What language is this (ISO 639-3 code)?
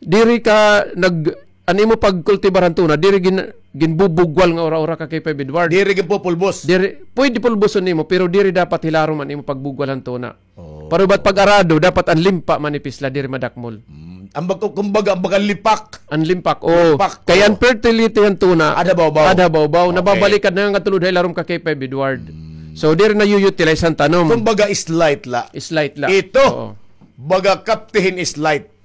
war